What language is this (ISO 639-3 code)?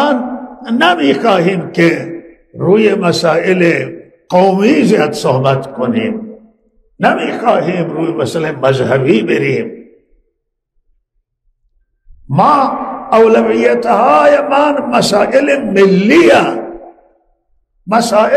fas